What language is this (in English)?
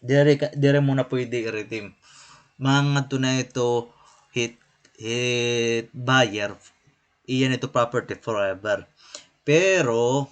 Waray